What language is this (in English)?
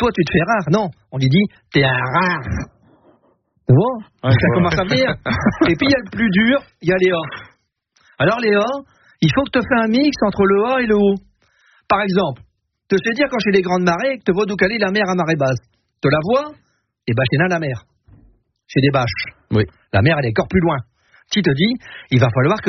French